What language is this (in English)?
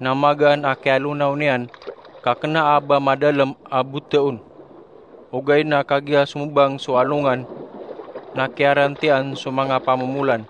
Maranao